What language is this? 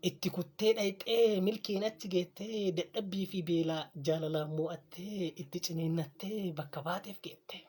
Oromo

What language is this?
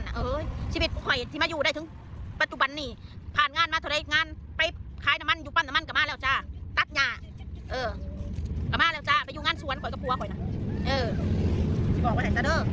Northeastern Thai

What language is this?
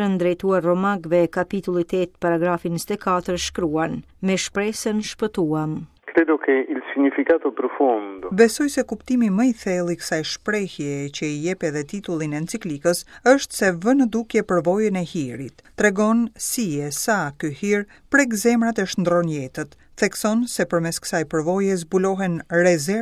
Albanian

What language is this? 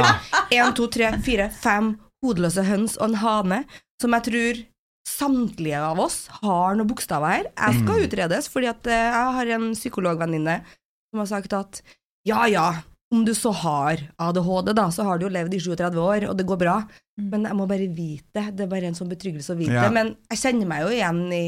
Norwegian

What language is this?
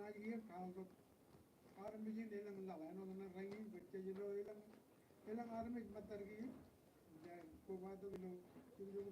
Marshallese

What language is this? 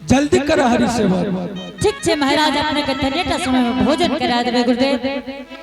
Angika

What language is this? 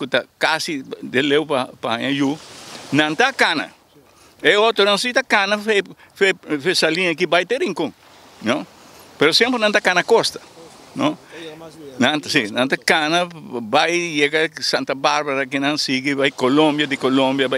Papiamento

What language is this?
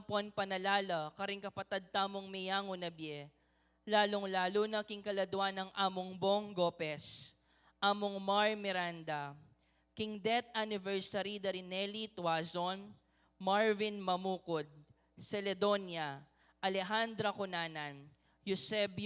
Pampanga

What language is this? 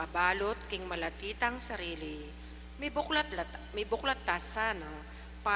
Pampanga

